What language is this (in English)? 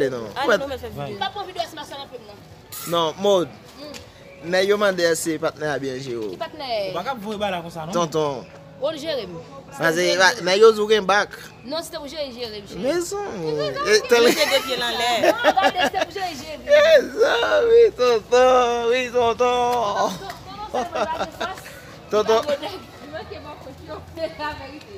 Haitian Creole